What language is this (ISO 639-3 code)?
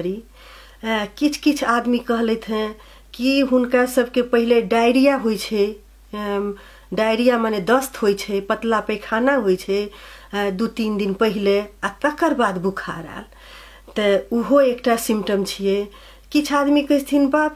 mai